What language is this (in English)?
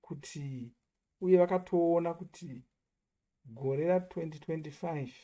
Shona